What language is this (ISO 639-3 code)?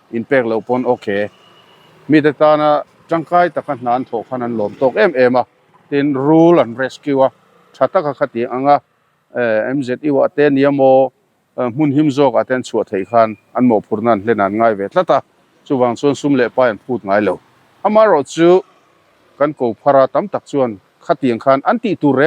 lus